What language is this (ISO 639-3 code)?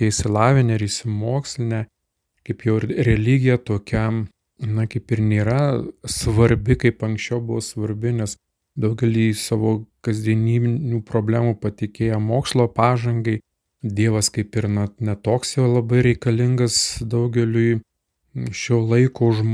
lit